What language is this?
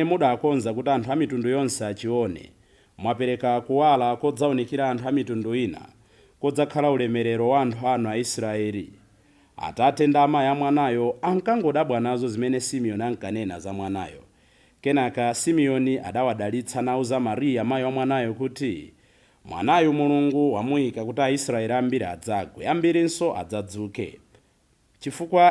Nyanja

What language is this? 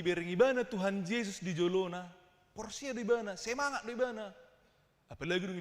Batak Toba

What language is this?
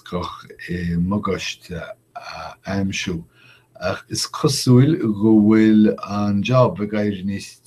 Irish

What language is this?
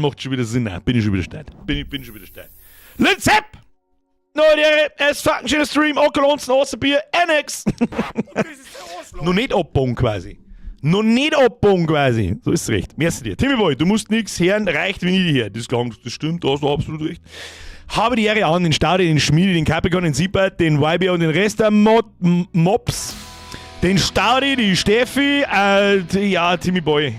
Bavarian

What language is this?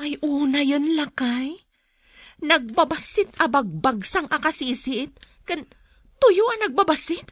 Iloko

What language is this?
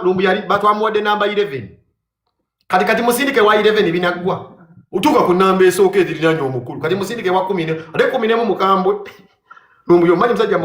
Ganda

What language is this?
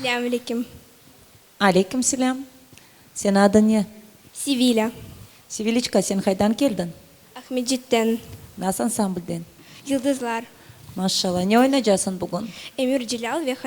Crimean Tatar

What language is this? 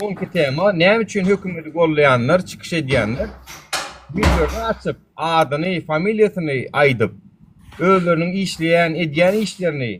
Turkmen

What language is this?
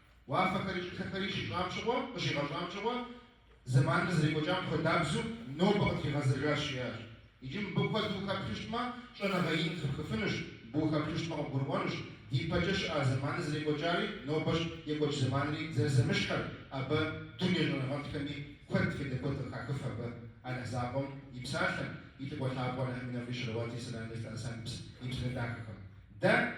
Kabardian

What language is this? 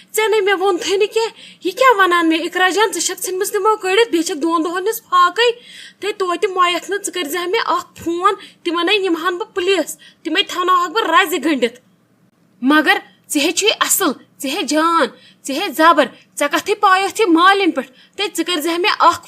Kashmiri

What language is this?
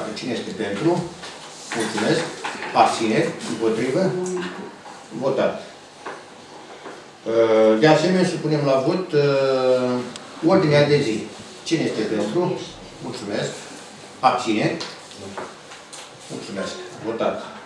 Romanian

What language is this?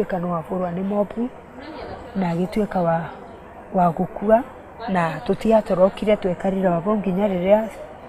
Meru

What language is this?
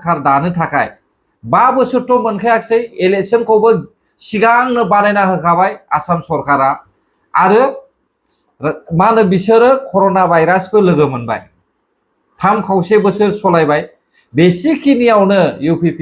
Bodo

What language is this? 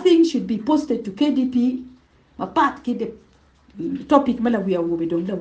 Acoli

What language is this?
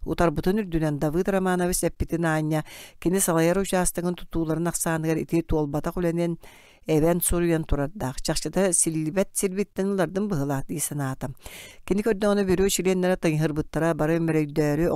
Yakut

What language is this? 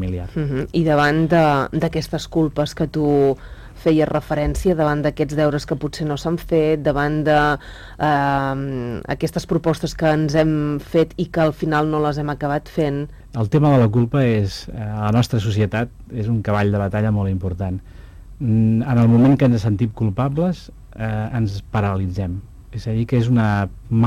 Catalan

